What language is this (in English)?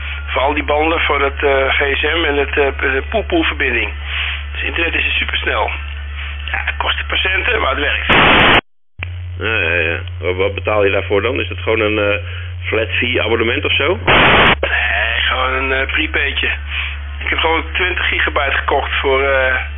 Dutch